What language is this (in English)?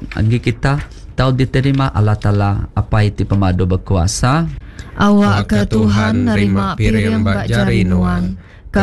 Iban